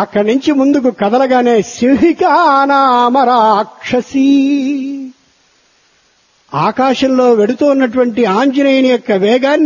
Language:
Telugu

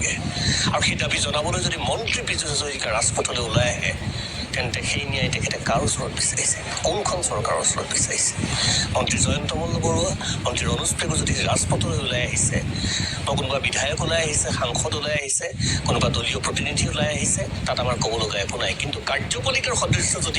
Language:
Assamese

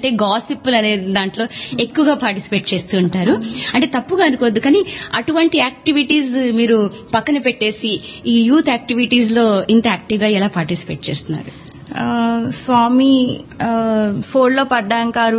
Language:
Telugu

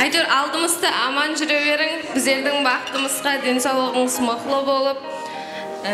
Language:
Kara-Kalpak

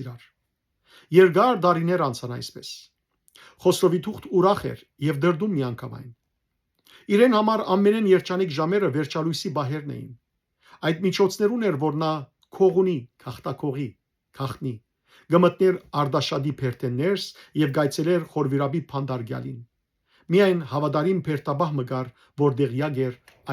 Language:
Western Armenian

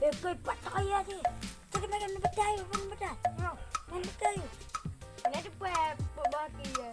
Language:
Achinese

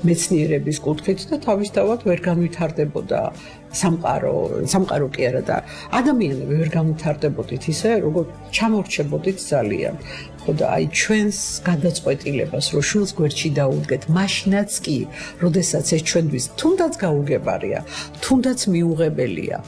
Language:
Georgian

